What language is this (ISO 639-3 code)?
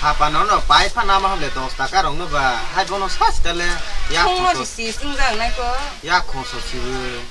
trp